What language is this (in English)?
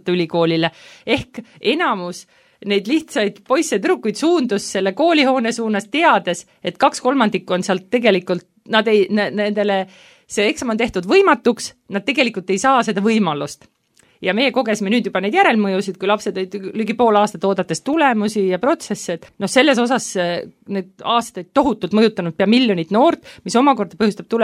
Estonian